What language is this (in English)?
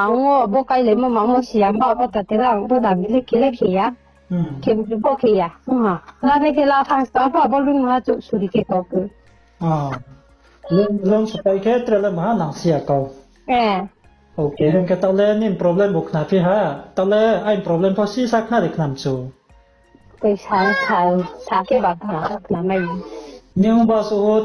Riang (India)